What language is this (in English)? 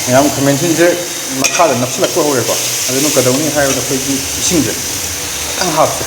Manipuri